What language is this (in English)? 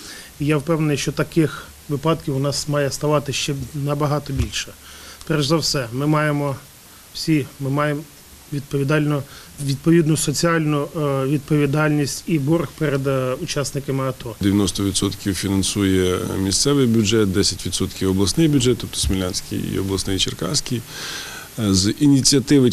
Ukrainian